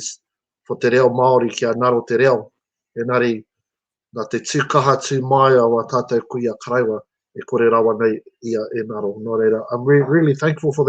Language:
Māori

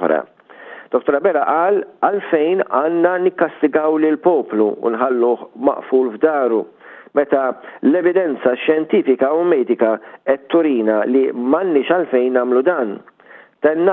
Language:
Maltese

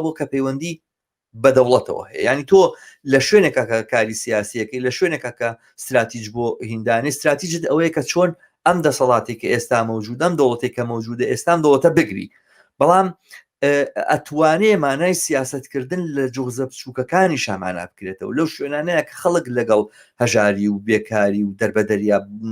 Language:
Central Kurdish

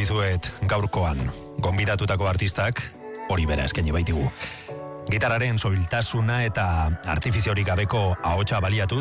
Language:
Basque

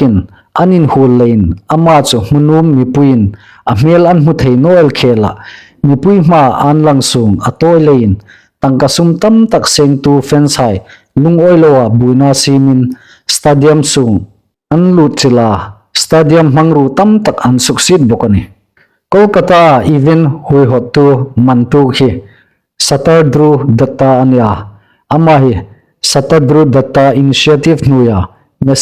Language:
Hmar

